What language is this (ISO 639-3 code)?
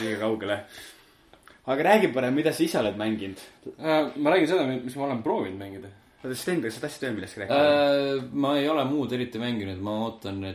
est